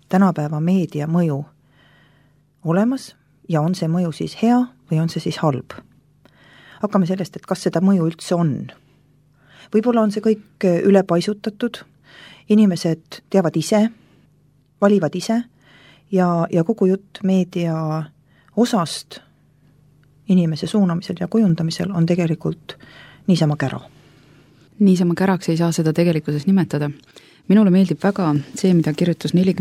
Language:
Estonian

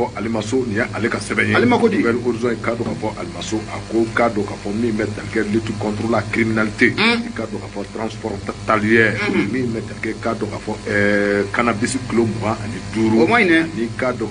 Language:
Bambara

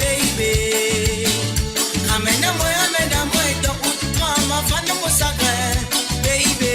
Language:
Morisyen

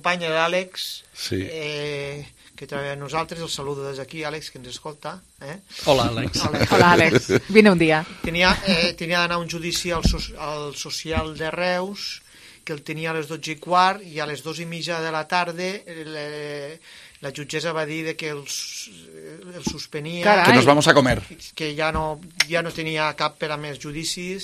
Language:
Catalan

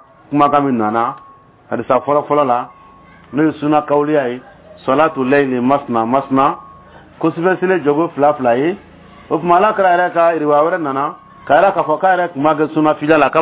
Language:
Dyula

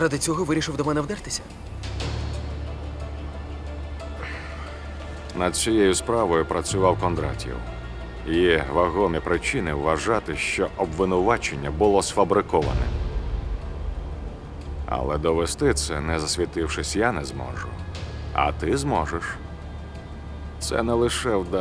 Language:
Ukrainian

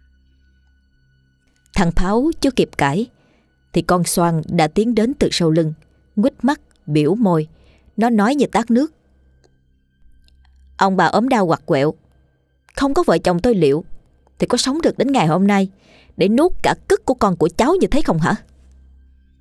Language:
Vietnamese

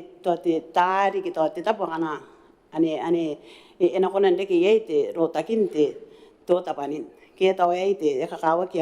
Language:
Gilbertese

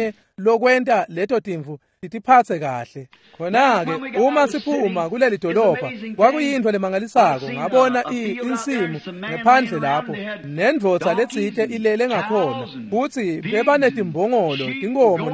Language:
Swati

